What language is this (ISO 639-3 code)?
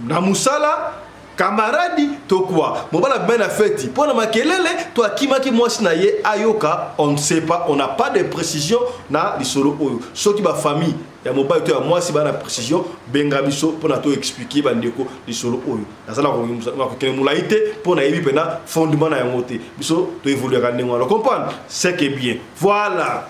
lin